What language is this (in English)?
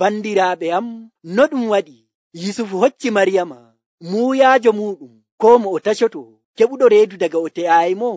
Nigerian Fulfulde